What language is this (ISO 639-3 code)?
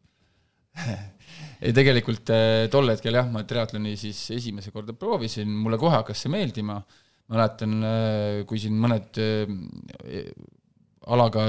est